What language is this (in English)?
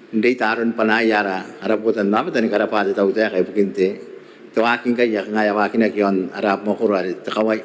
Gilbertese